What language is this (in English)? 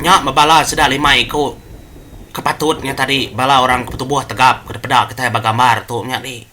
Iban